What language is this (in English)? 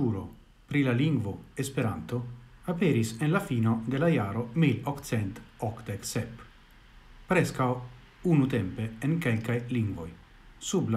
Esperanto